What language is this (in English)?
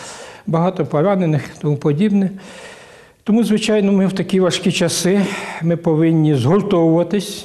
Ukrainian